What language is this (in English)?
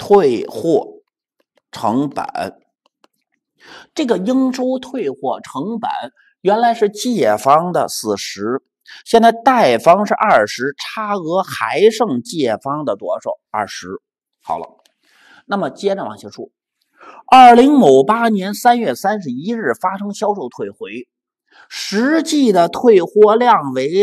Chinese